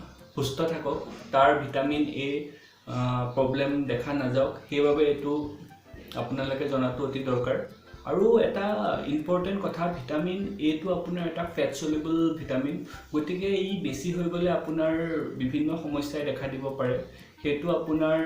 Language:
Assamese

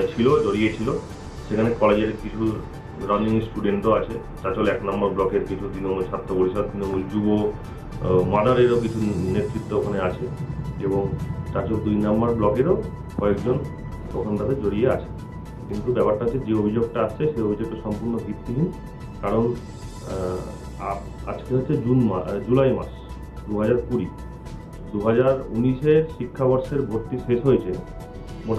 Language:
Bangla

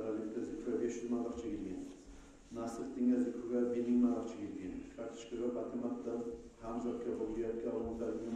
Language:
Kumyk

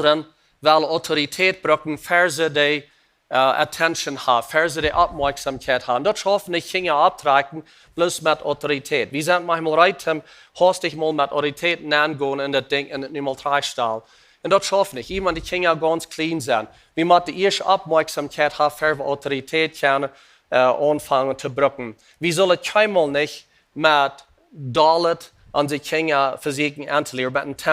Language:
Plautdietsch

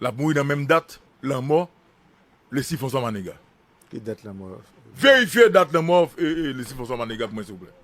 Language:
Haitian Creole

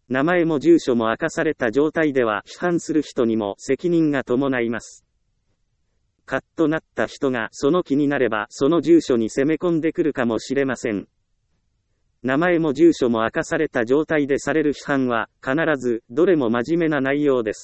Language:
Japanese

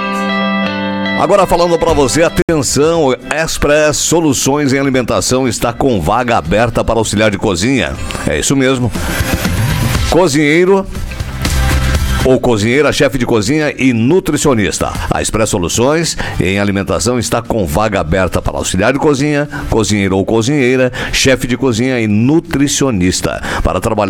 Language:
Portuguese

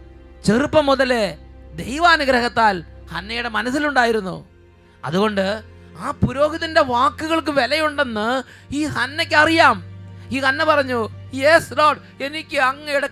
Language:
Malayalam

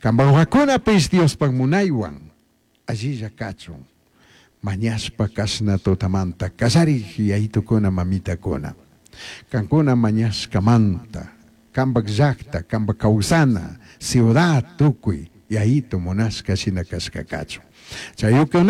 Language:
Chimborazo Highland Quichua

